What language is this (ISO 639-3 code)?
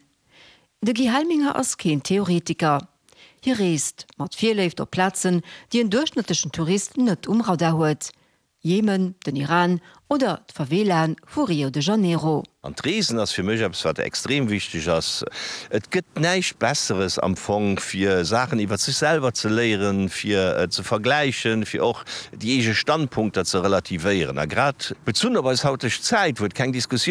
ltz